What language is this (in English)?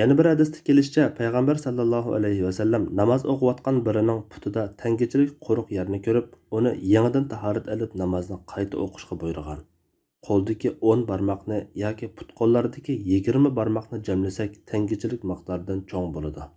Uyghur